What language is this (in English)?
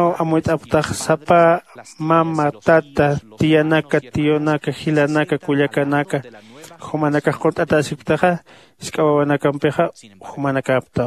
Aymara